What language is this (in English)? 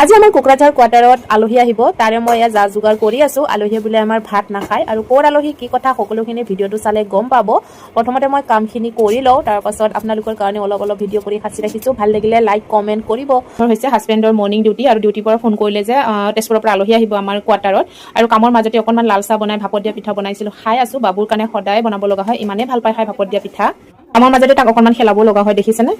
Assamese